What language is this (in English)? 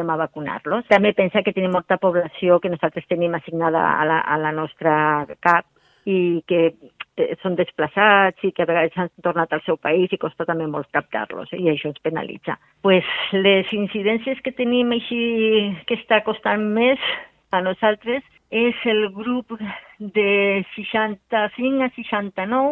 Catalan